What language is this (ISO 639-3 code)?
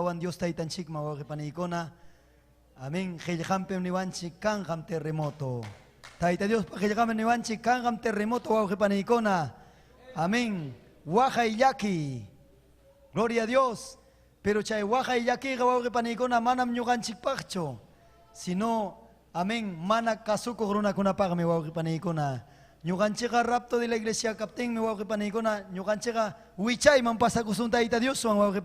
quy